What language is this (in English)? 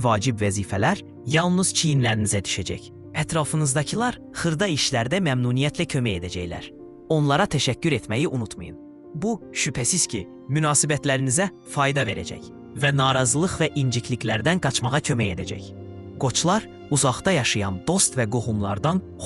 Azerbaijani